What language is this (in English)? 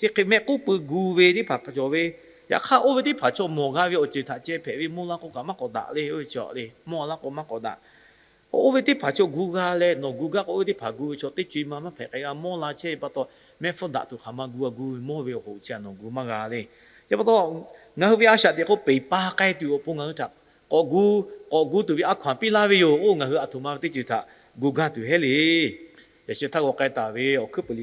Lahu